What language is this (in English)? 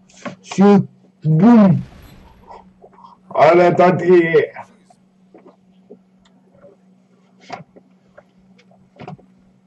Romanian